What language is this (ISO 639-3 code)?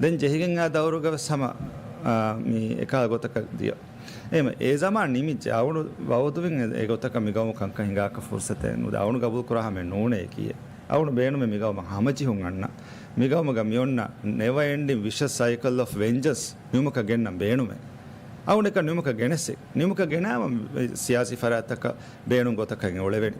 div